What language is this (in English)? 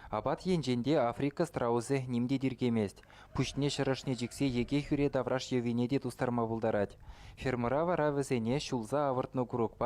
Chuvash